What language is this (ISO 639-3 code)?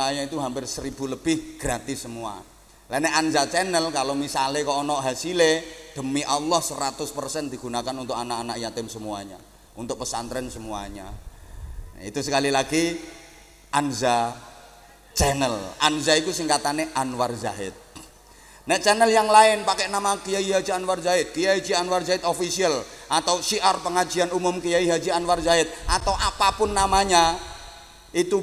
jav